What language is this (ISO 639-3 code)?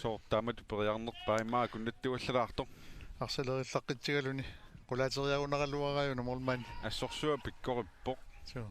kal